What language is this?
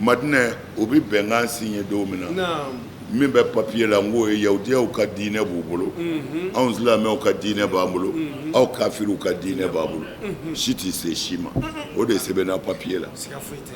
Bambara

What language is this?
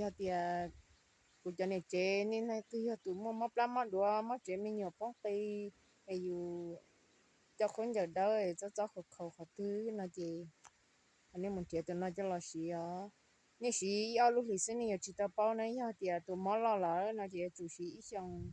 Hmong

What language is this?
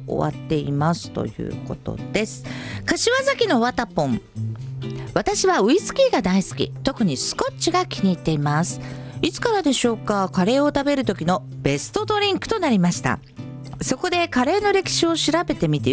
Japanese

